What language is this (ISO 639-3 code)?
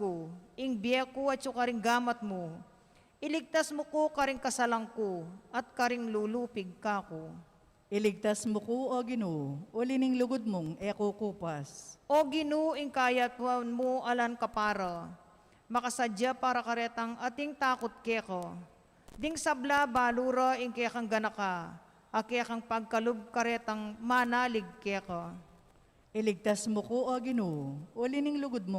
pam